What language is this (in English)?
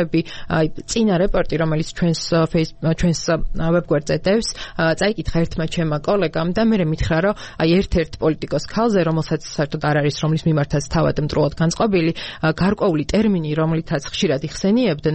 Georgian